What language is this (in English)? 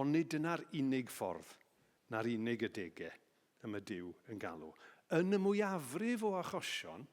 Welsh